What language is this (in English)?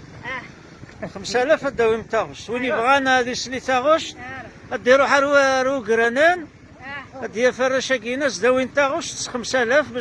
Kabyle